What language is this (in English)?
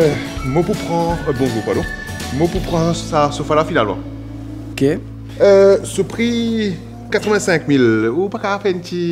Morisyen